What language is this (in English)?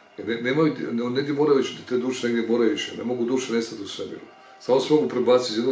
Croatian